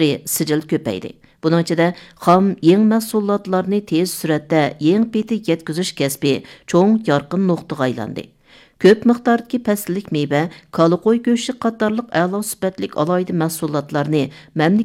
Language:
Uyghur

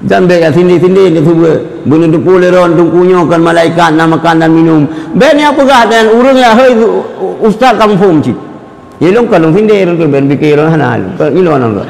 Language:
Achinese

